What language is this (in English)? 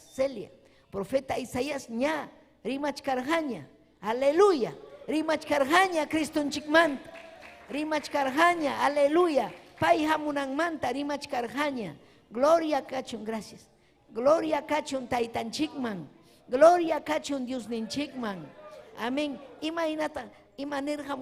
Ayacucho Quechua